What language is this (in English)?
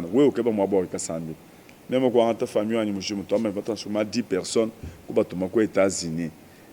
Luba-Lulua